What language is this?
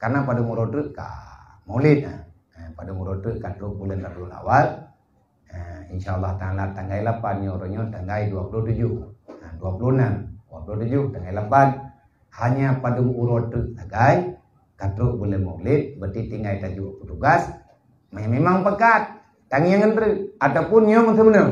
Achinese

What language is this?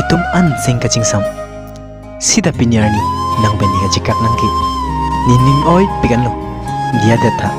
Karbi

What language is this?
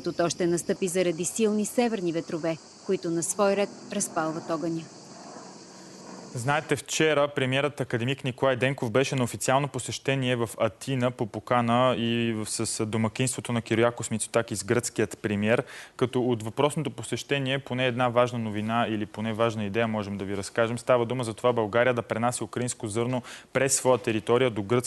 Bulgarian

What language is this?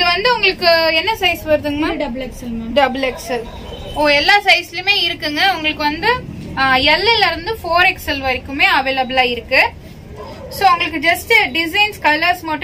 Tamil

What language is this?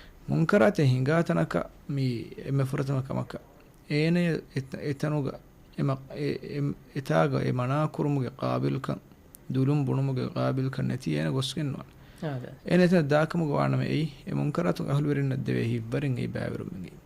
Divehi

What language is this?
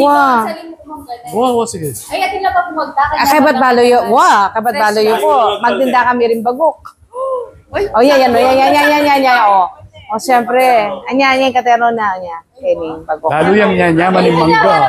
Pampanga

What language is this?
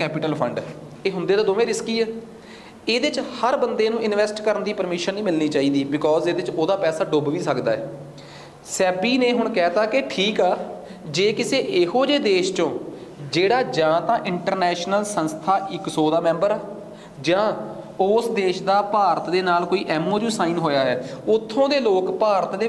Punjabi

